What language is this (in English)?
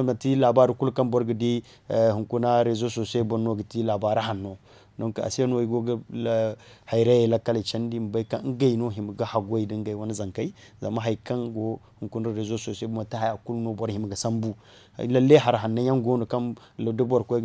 Zarma